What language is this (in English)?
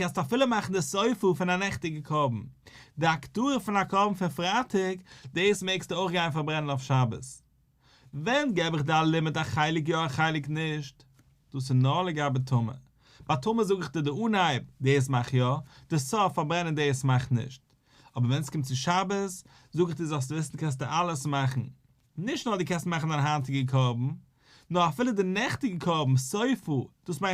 Yiddish